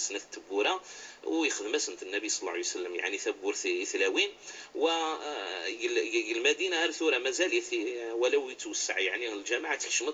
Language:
Kabyle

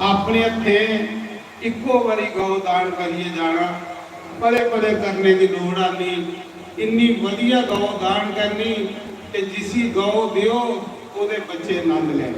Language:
Dogri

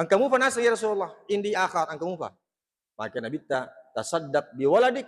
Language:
Buginese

